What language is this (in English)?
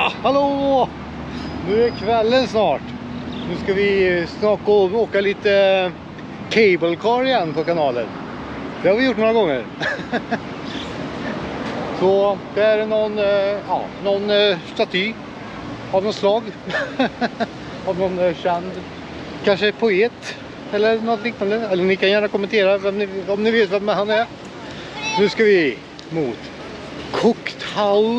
Swedish